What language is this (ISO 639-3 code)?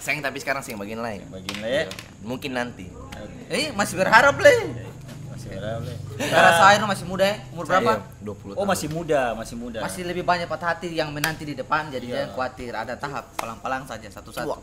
abs